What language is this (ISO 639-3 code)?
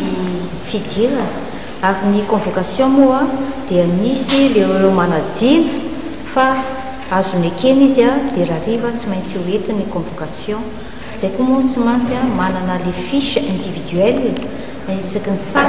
mlg